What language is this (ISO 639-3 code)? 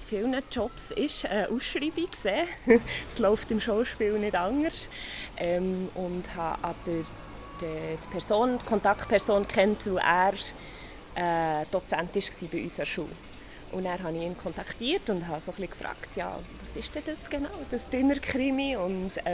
gsw